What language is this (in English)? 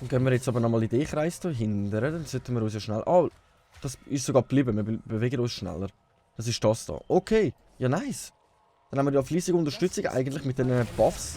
Swiss German